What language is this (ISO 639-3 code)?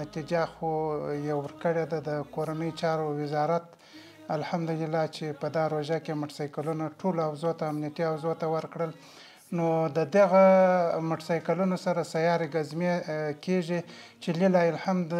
pus